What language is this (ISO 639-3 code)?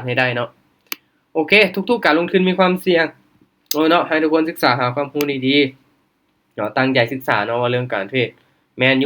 lao